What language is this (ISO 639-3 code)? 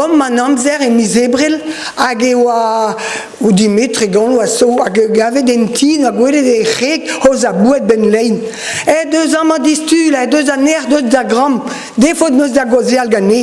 bre